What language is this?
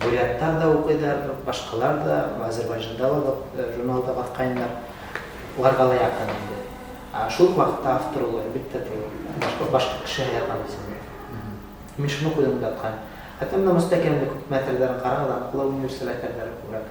Bashkir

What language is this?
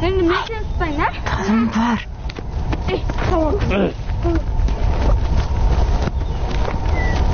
Kazakh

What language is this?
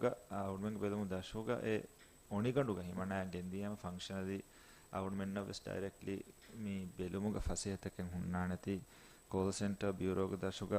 Divehi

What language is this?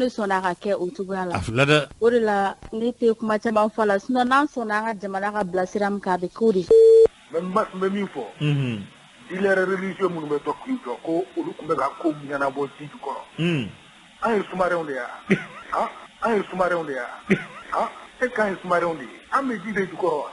Bambara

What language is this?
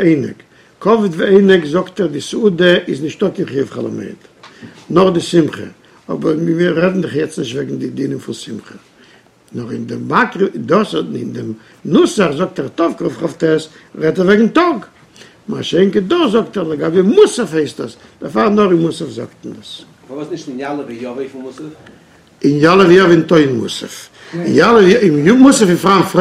Yiddish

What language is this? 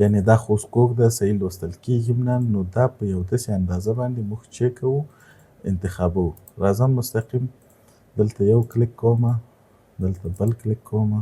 Pashto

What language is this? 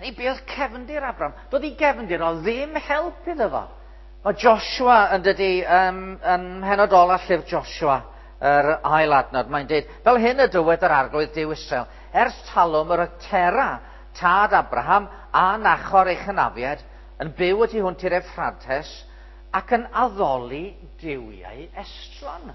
Welsh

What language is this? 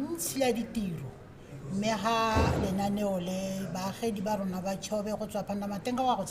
Tswana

